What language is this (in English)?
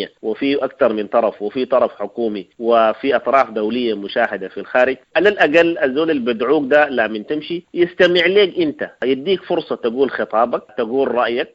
Sudanese Arabic